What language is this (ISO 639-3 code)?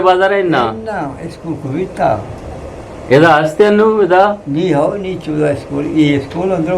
bgp